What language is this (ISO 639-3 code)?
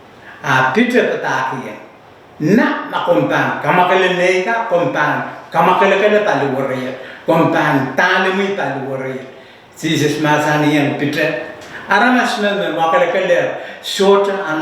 pon